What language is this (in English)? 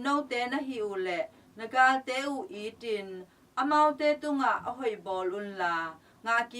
Tedim Chin